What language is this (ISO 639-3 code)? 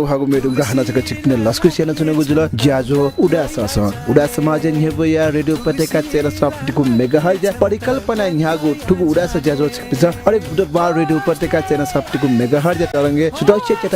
new